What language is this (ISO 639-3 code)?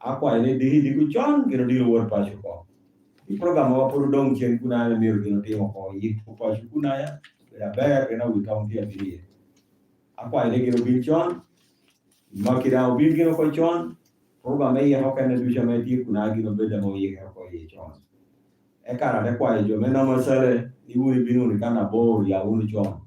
laj